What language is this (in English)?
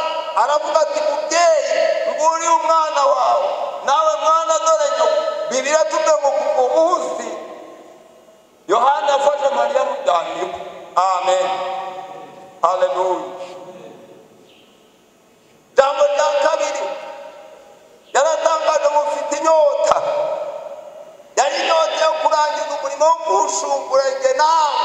Kinyarwanda